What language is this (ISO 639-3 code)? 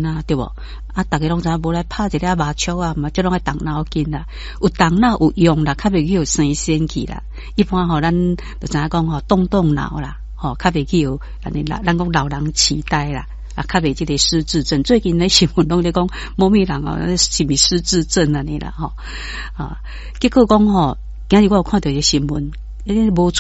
nan